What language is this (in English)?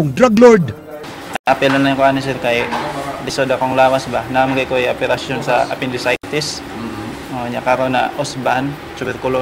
Cebuano